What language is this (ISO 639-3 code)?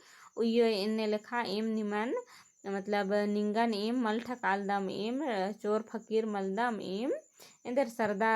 kru